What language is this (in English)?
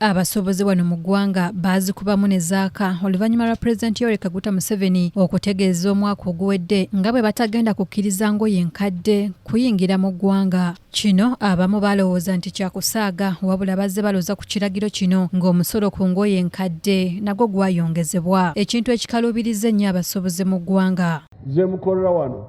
Ganda